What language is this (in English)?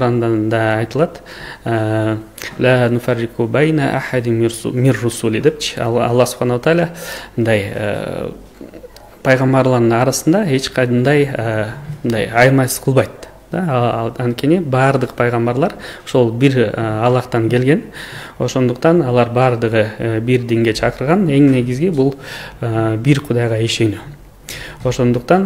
Kyrgyz